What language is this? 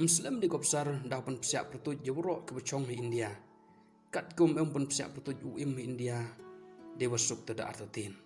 Pnar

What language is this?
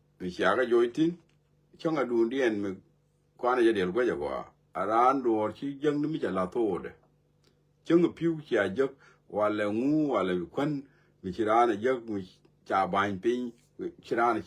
Nuer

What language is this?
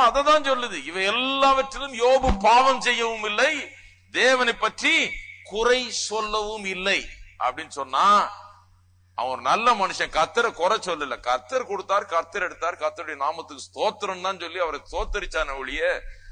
Tamil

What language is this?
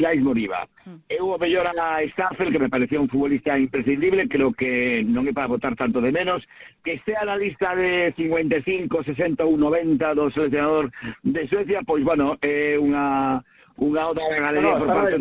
Galician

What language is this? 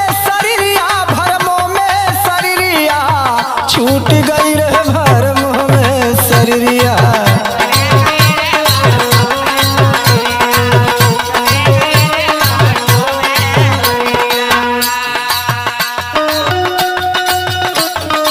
Bhojpuri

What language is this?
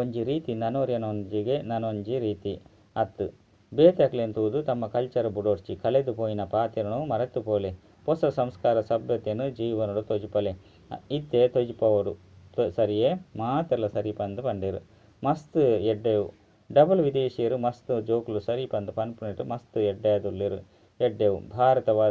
Tulu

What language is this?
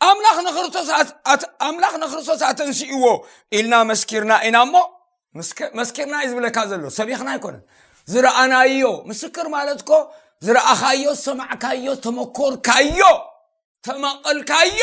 Tigrinya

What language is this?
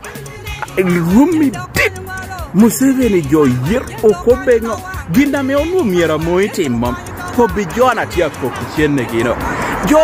Lango (Uganda)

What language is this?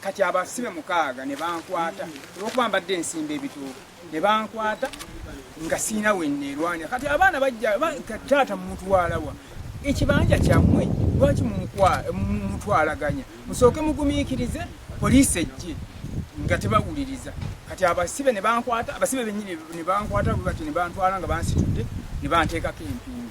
Ganda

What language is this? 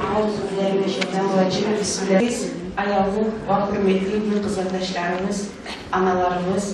Kumyk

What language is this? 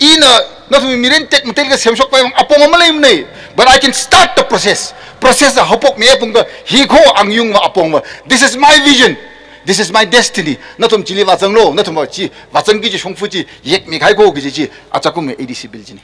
Tangkhul Naga (India)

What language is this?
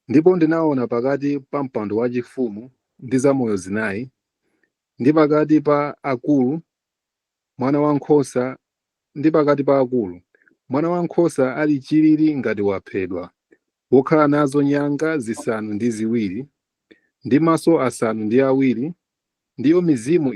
Nyanja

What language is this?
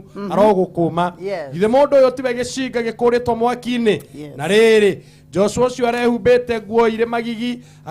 Kikuyu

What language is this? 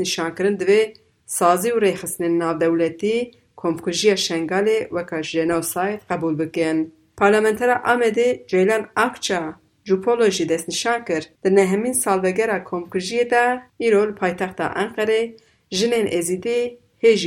Kurdish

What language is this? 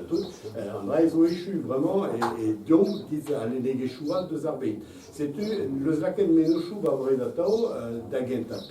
Breton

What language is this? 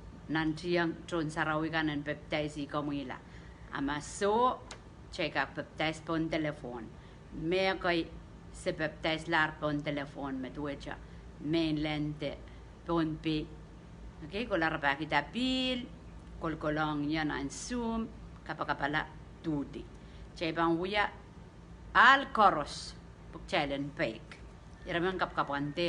Pohnpeian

